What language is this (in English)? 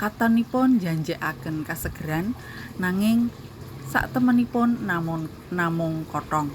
Javanese